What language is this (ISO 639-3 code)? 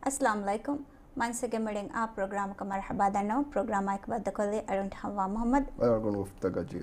div